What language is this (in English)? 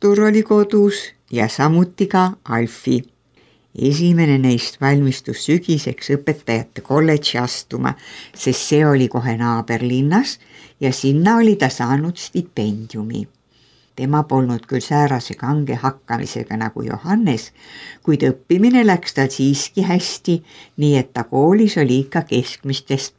Estonian